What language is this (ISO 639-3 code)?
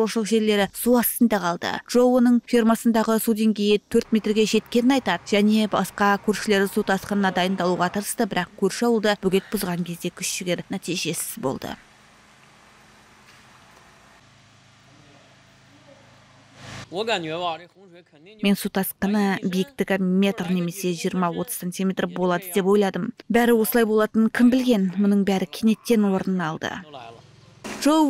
kaz